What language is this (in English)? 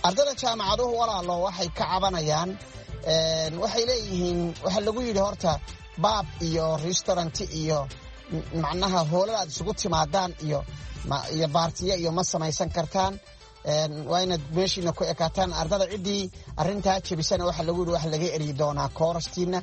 Somali